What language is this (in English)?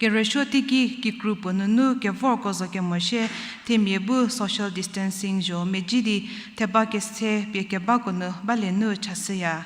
Angami Naga